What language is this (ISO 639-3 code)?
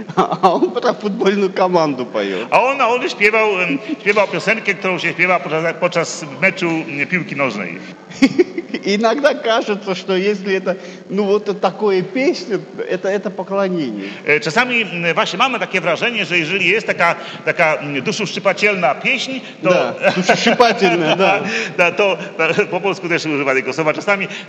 pol